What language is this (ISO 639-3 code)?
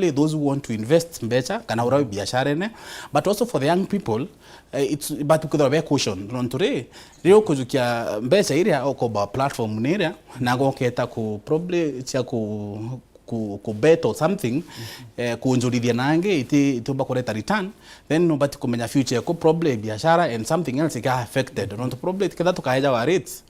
mer